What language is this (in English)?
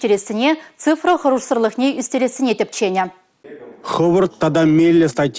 Chuvash